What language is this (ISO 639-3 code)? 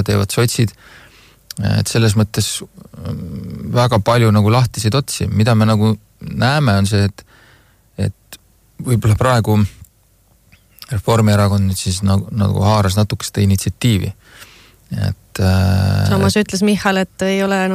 est